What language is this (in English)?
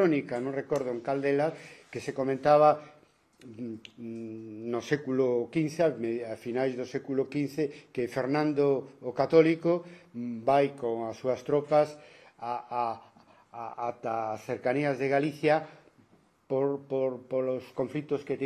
Galician